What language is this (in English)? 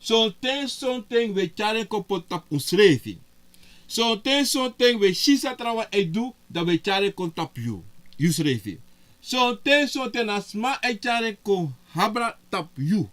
Sranan Tongo